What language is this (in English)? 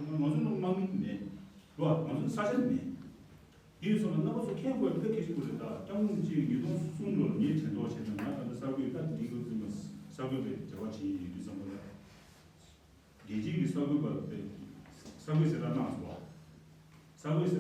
Tibetan